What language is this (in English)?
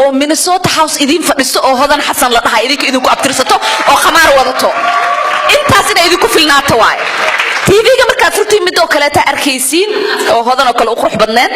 Somali